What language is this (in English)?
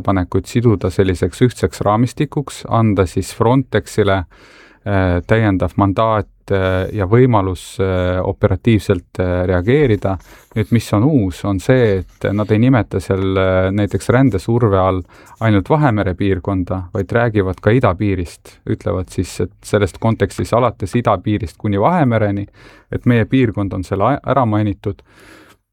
Estonian